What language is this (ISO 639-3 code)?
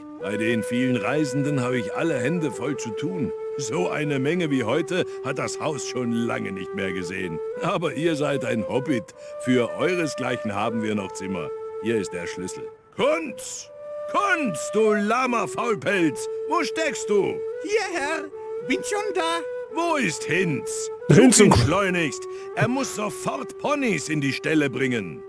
bar